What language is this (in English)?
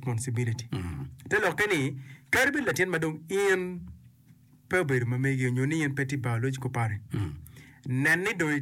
Acoli